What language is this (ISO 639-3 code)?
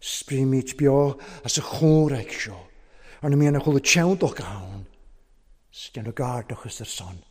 cym